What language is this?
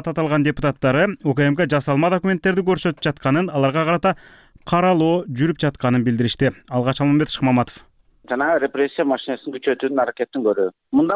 Kyrgyz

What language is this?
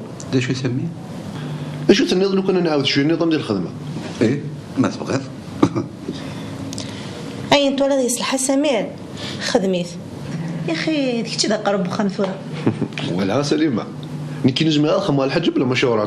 Kabyle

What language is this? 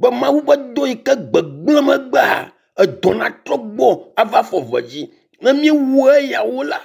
Ewe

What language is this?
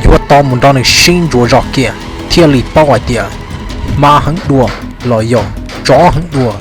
Hmong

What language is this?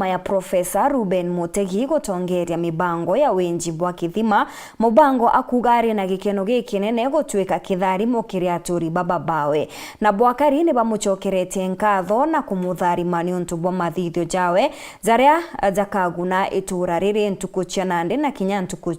Meru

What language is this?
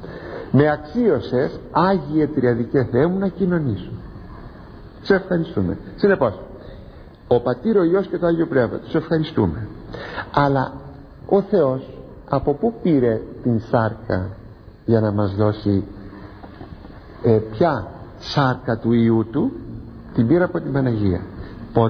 Greek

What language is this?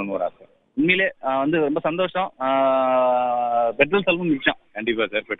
Tamil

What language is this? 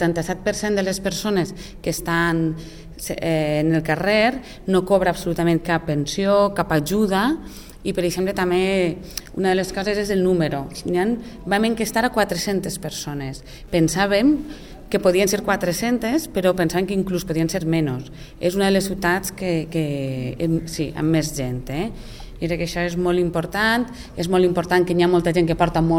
Catalan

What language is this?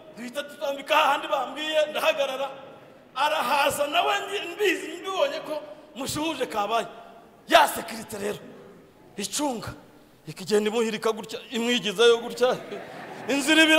Kinyarwanda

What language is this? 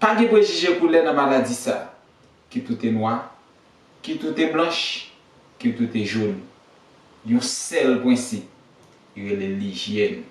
Haitian Creole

